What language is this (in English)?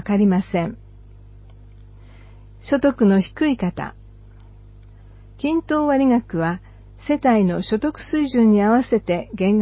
Japanese